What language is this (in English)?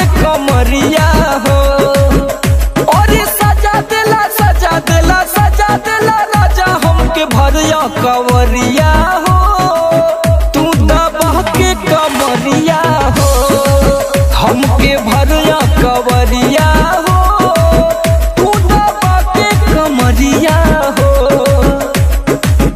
Bhojpuri